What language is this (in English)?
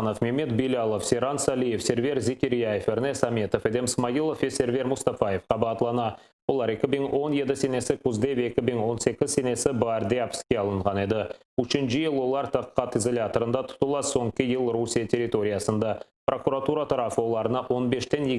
Crimean Tatar